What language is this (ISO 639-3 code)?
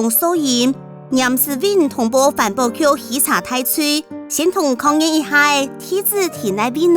hak